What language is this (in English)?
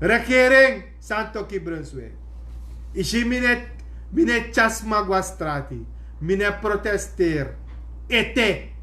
Sranan Tongo